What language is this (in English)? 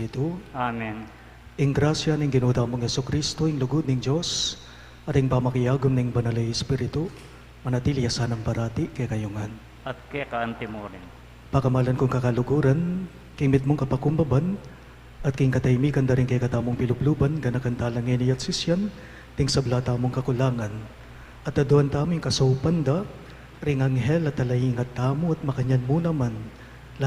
Pampanga